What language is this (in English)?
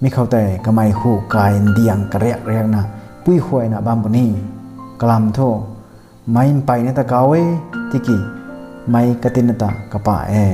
Rongmei Naga